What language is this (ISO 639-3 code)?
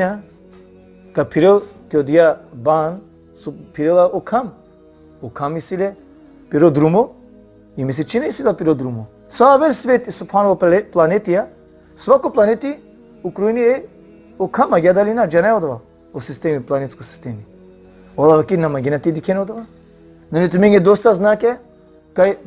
rmn